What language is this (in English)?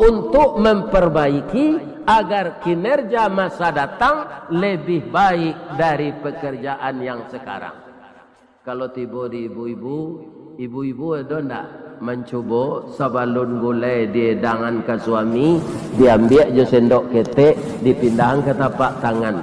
Minangkabau